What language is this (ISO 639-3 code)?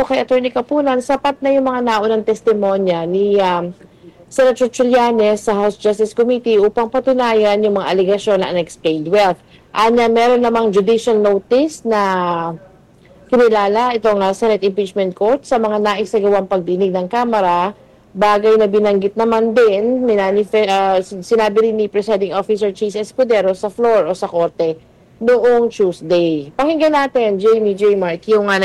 fil